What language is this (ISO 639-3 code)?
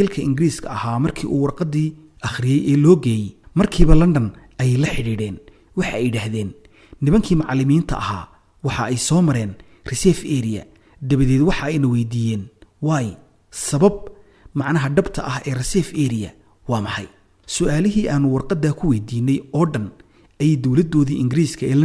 som